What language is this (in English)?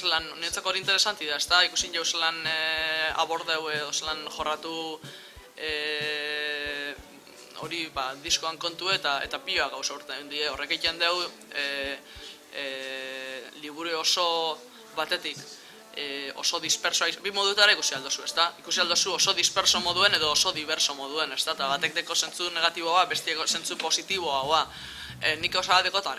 Basque